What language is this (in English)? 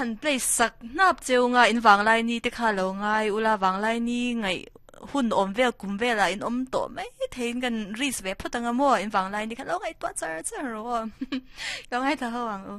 Mizo